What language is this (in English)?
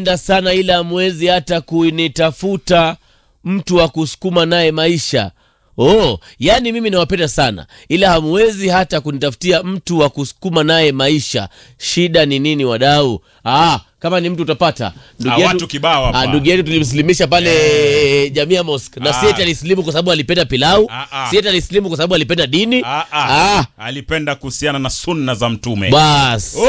Swahili